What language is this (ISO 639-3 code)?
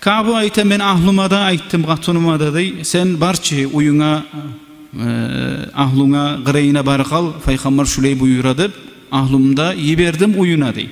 kum